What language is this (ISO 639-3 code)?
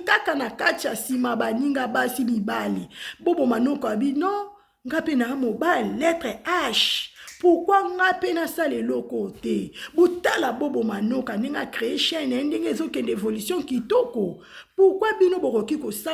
lin